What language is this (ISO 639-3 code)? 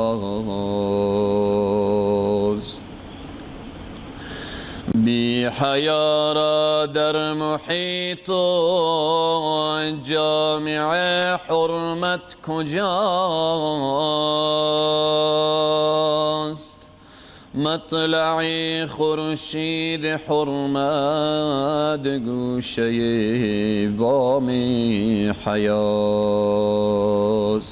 fas